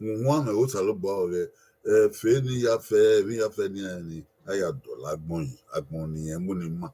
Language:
Bini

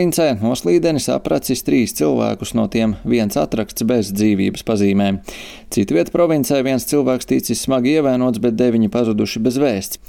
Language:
Latvian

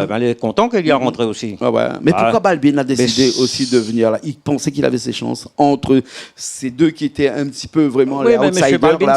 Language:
Réunion Creole French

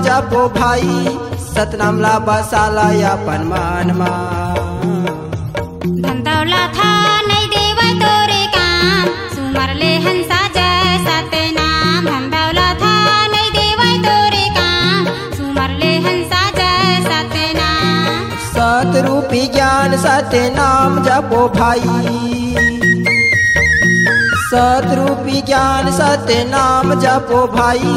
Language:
Chhattisgarhi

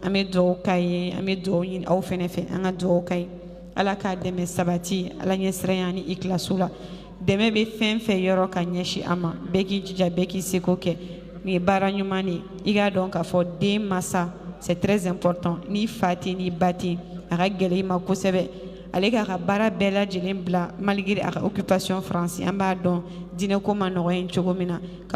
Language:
Bambara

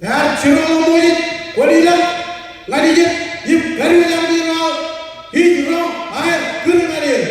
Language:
Marshallese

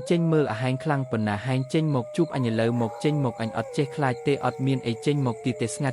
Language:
Khmer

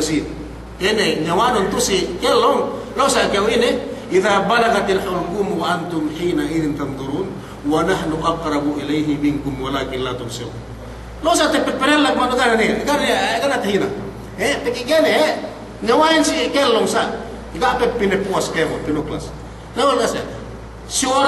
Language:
Yakan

